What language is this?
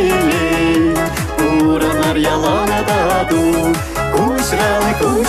Chuvash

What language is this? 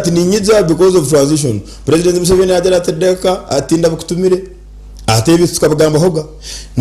Nyankole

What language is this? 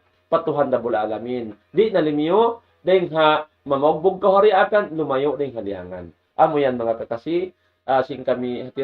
Tausug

